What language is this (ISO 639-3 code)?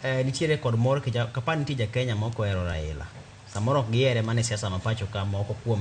luo